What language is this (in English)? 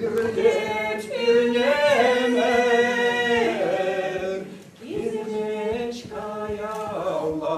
Chuvash